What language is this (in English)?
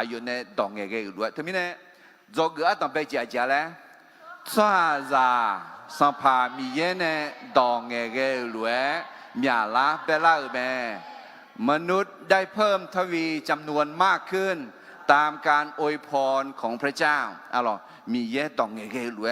Akha